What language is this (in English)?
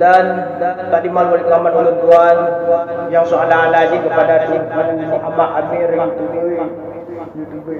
Achinese